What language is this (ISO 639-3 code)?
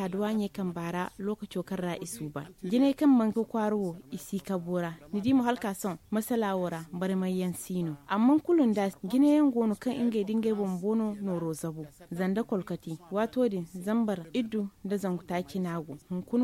dje